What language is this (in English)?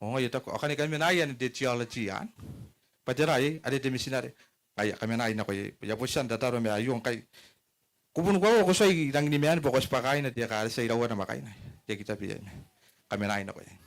Gilbertese